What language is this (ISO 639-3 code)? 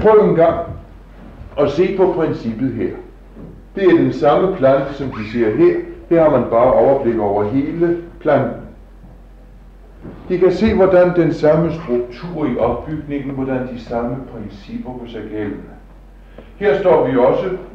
dan